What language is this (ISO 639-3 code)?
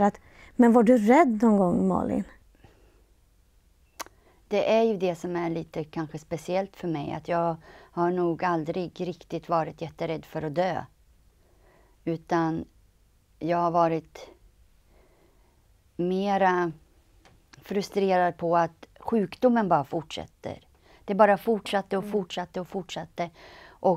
swe